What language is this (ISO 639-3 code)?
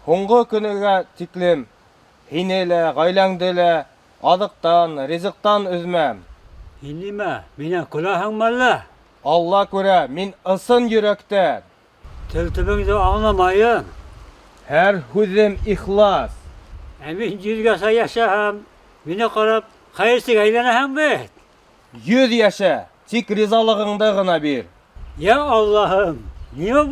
bak